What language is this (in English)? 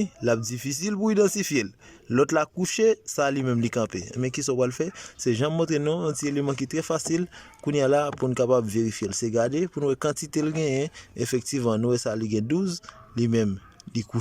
Haitian Creole